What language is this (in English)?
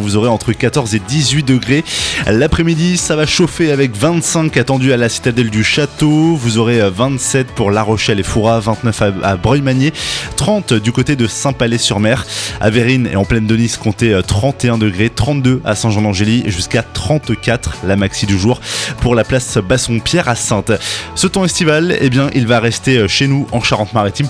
French